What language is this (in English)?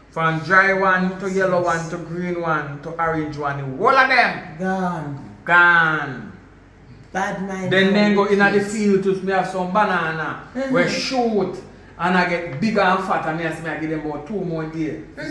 Jamaican Creole English